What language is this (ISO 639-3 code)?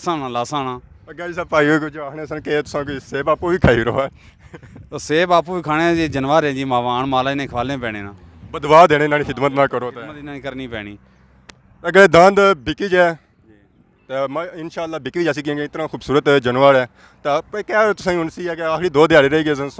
phr